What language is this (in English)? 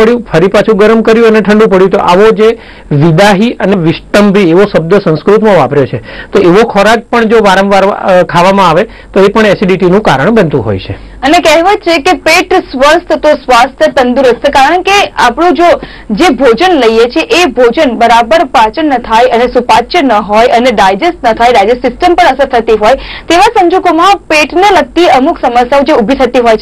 Gujarati